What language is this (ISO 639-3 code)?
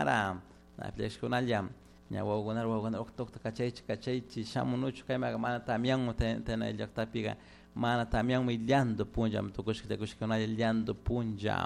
qug